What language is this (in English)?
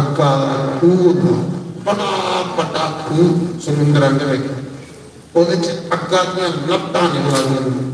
Dogri